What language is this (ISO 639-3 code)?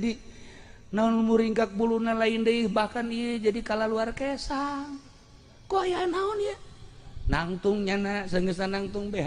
sun